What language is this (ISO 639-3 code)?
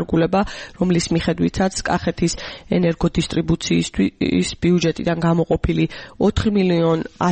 kat